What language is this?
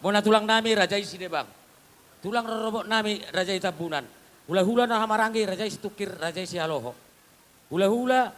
Batak Toba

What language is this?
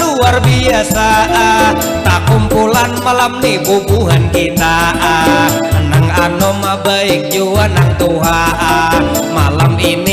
Banjar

